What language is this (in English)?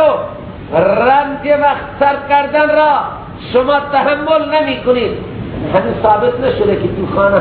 Persian